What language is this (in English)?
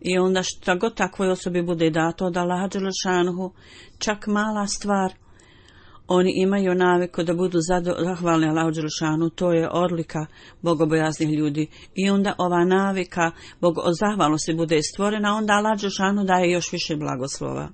Bosnian